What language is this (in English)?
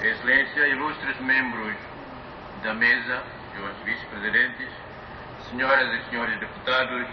Tetum